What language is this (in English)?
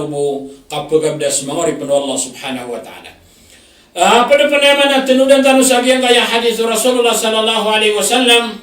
Maranao